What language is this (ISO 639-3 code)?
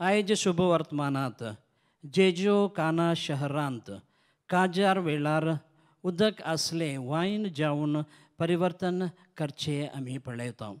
kok